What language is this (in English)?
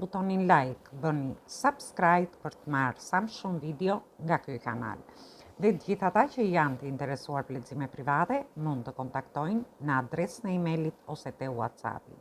Albanian